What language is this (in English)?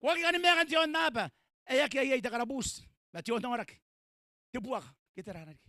Gilbertese